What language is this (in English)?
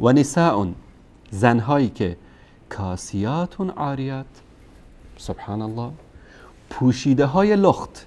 Persian